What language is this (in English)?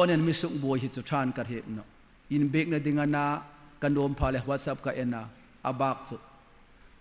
Hmar